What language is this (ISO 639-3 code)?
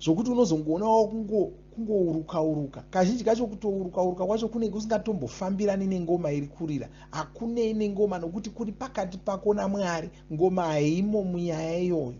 sna